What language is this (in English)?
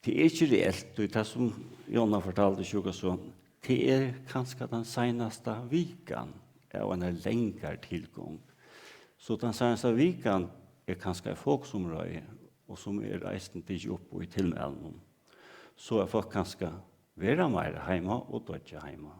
Faroese